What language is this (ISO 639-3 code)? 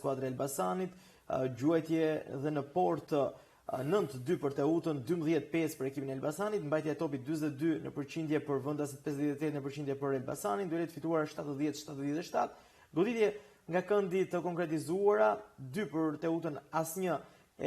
sqi